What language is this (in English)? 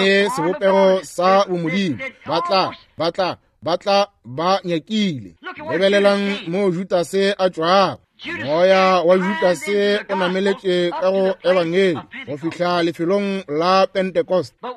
Northern Sotho